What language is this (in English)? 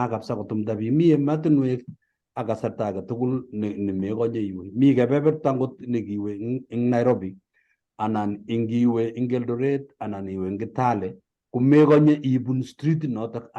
Kalenjin